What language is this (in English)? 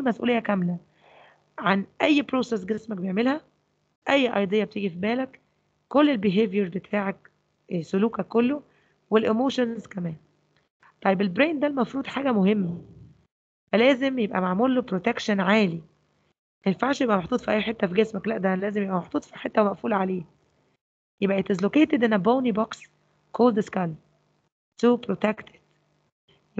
Egyptian Arabic